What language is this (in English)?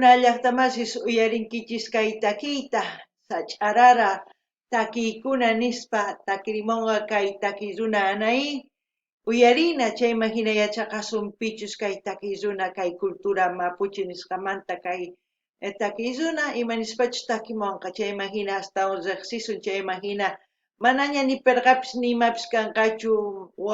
South Bolivian Quechua